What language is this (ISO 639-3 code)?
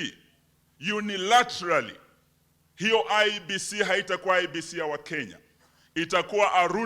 kam